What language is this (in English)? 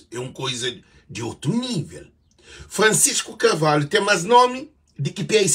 Kabuverdianu